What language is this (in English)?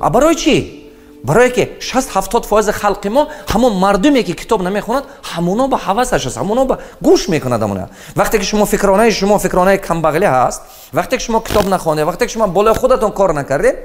Tajik